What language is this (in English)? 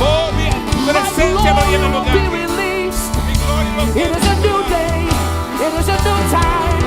Papiamento